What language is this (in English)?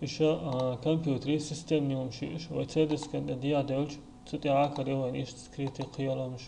Chechen